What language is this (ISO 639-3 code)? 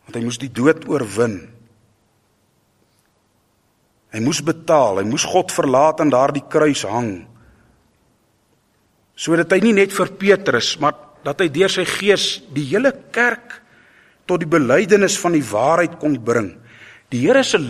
afr